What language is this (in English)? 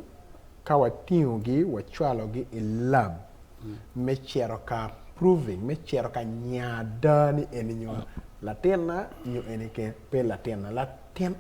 Acoli